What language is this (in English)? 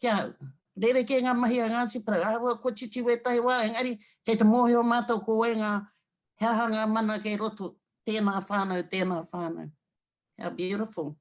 Māori